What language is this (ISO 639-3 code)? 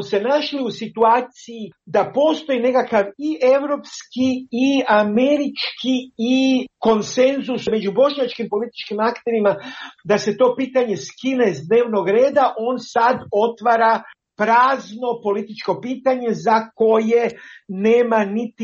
hrv